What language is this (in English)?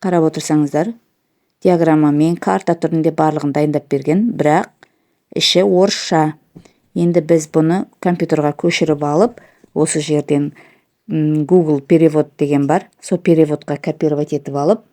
Kazakh